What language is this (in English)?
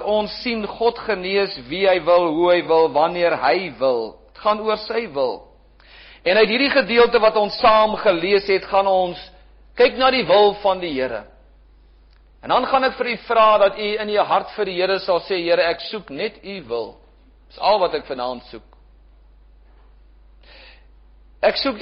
Afrikaans